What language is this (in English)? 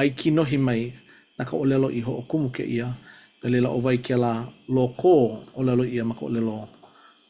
Hawaiian